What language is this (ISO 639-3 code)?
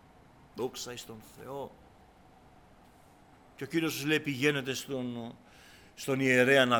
ell